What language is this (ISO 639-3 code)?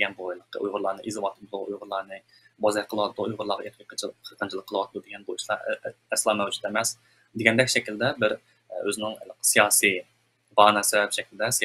uig